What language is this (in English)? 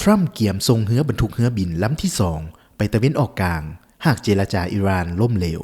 Lao